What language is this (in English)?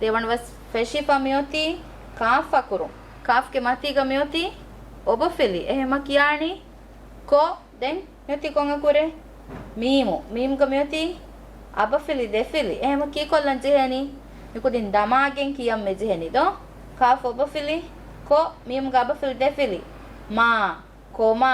Divehi